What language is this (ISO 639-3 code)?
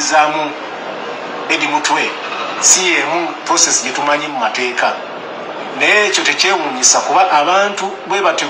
lug